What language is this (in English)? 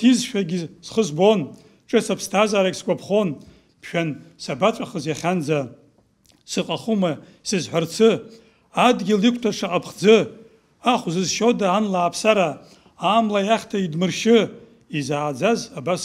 Abkhazian